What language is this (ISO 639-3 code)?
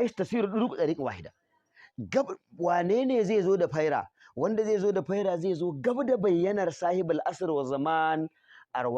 hau